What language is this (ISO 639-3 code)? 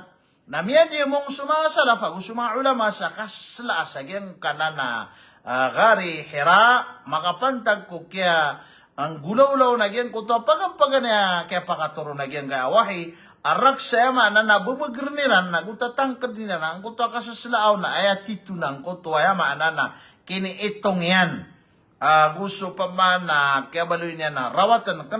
mrw